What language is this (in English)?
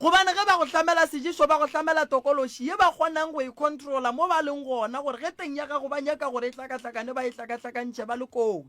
Northern Sotho